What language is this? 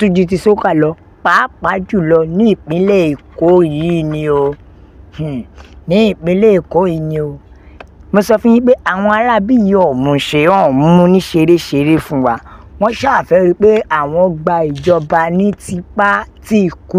Yoruba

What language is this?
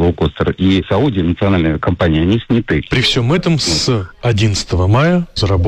Russian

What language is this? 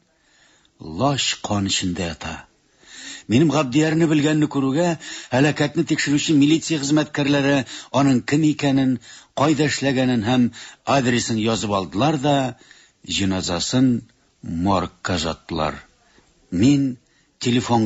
Tatar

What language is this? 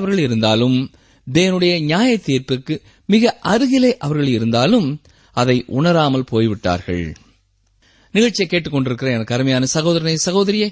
Tamil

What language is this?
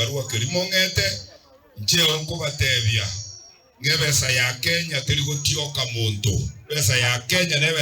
Gusii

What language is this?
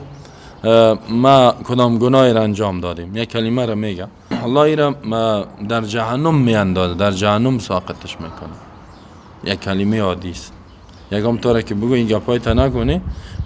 Persian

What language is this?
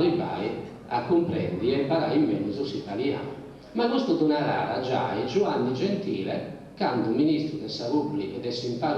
Sardinian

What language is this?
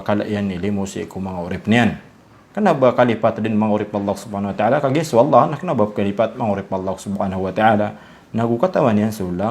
Maranao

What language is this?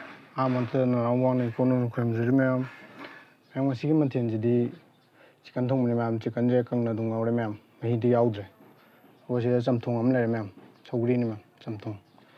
Manipuri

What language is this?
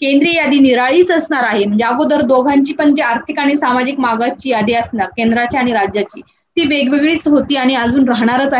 Marathi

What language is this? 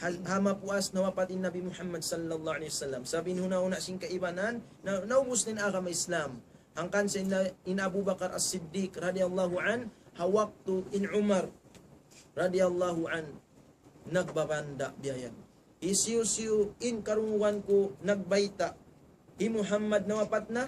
Tausug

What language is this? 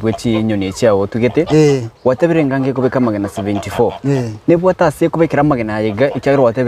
Gusii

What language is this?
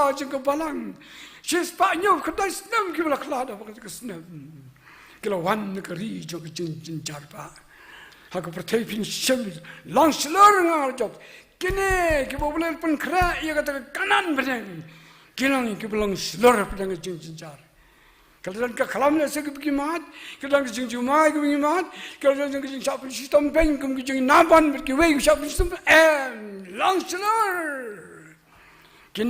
Khasi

